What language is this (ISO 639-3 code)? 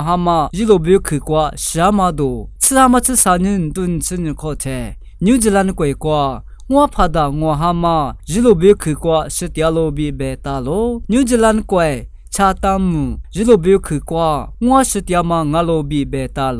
lis